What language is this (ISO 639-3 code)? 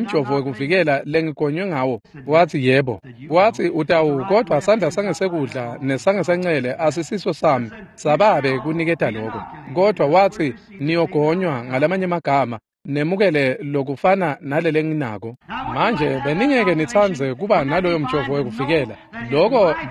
ssw